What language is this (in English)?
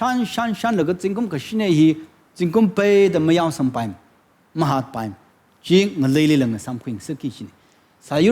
Tangkhul Naga (India)